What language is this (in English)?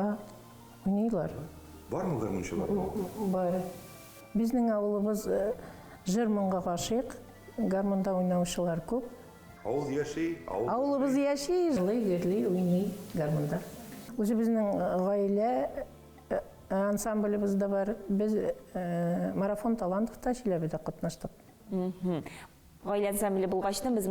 Tatar